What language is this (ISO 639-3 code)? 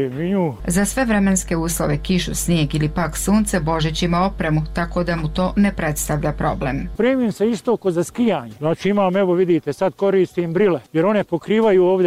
bos